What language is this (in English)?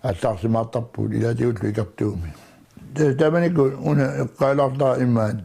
Kalaallisut